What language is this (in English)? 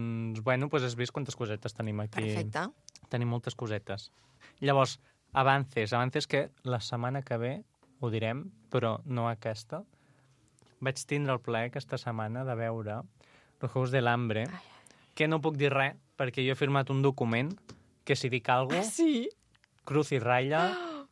Catalan